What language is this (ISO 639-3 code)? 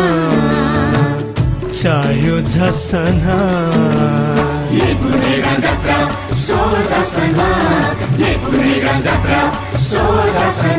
new